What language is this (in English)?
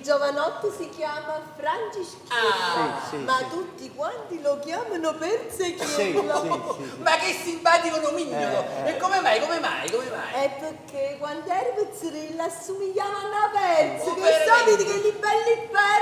Neapolitan